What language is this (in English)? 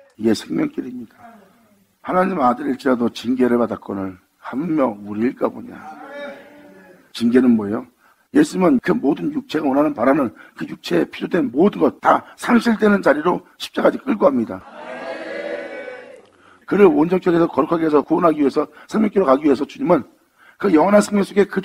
Korean